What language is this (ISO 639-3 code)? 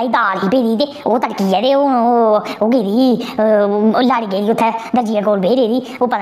doi